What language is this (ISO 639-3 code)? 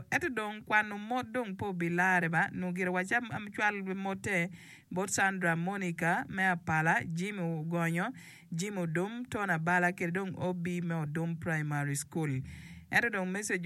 ach